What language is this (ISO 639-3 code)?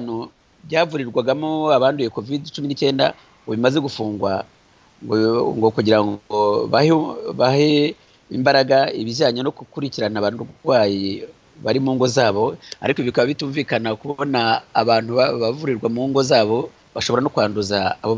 kin